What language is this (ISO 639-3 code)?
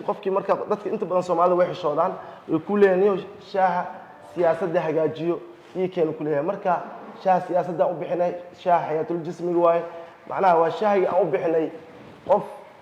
som